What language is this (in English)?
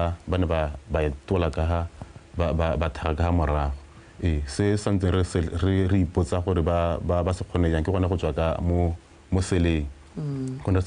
Tswana